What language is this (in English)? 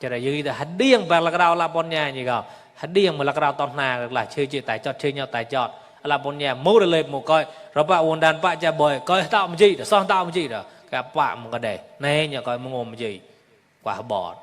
Mon